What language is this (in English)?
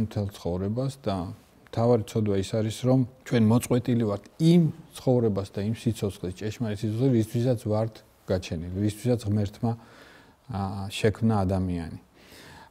Georgian